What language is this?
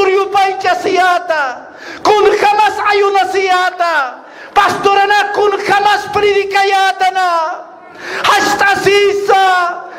Aymara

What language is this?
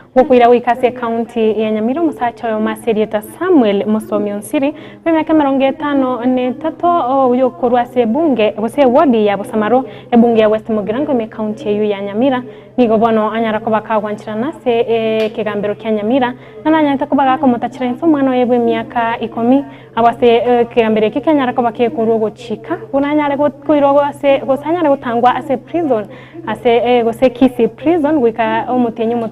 Gusii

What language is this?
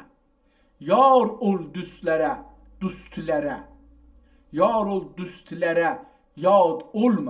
South Azerbaijani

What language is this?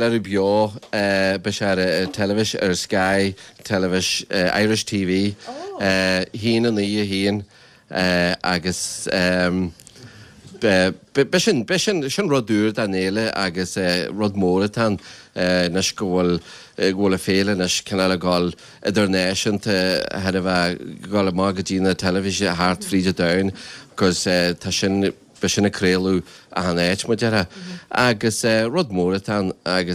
Irish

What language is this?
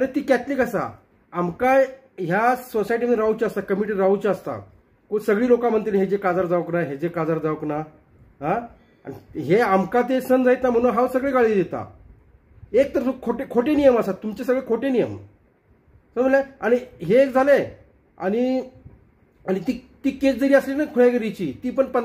Konkani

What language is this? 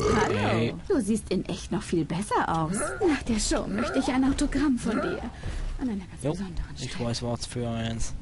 Swiss German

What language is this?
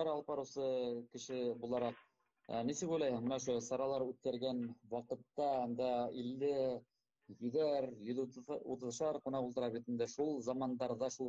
Bashkir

